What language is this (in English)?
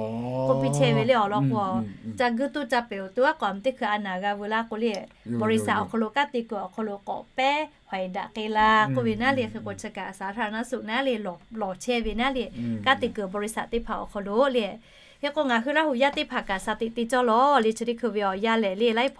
Lahu